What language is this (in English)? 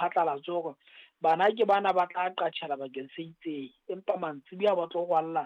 Southern Sotho